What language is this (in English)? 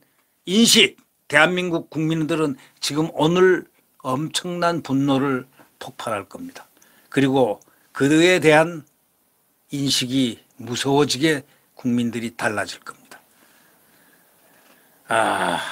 Korean